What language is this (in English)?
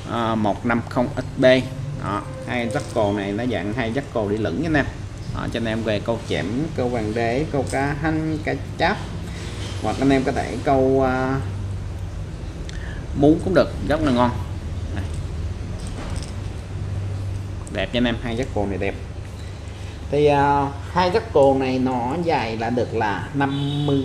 Vietnamese